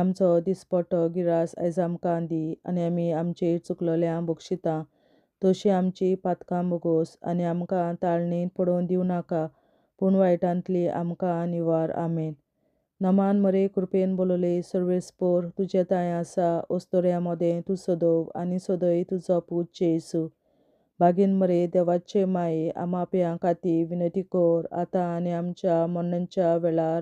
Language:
Konkani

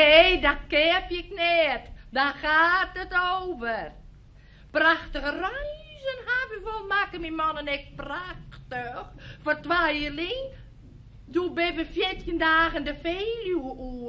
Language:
Western Frisian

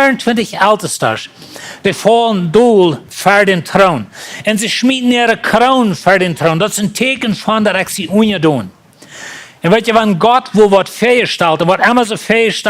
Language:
Plautdietsch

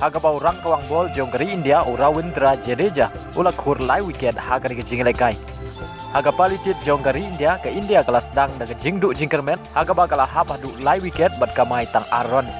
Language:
Khasi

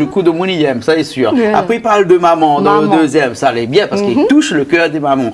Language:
Réunion Creole French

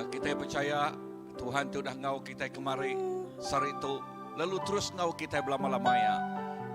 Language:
Iban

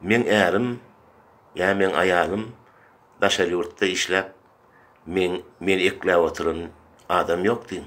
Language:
Turkmen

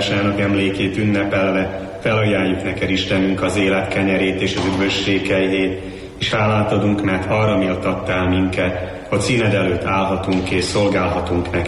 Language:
Hungarian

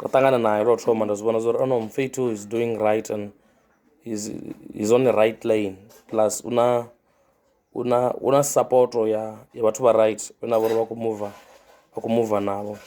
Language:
Venda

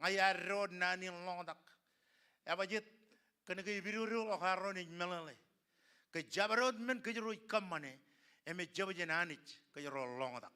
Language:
Marshallese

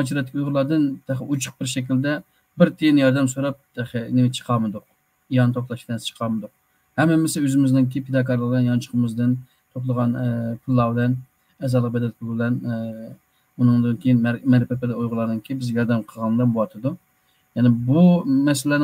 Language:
Uyghur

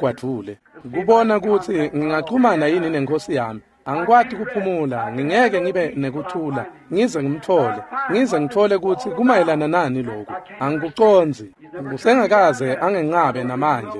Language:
Swati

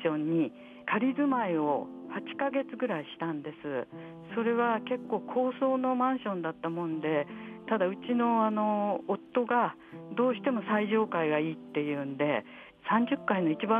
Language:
Japanese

